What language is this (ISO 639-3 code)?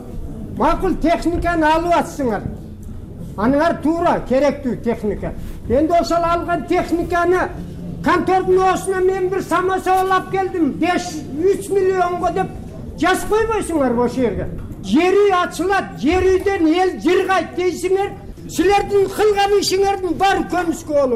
kir